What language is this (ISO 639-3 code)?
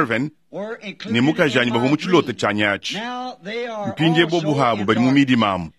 lua